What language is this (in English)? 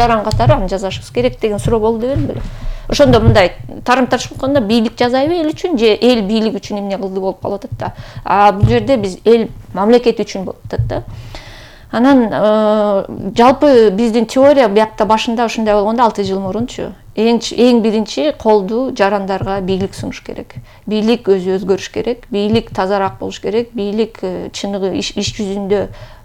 Kyrgyz